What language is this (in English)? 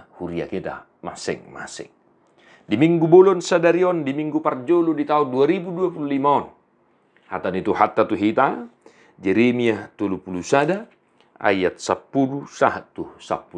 Batak Toba